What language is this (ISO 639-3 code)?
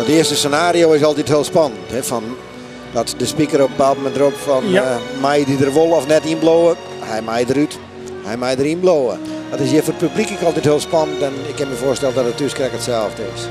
fry